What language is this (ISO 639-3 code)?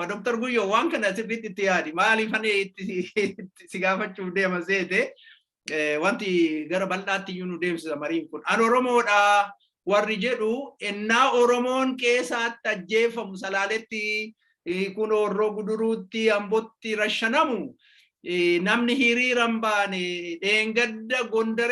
orm